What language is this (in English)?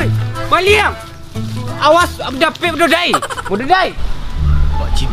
Minangkabau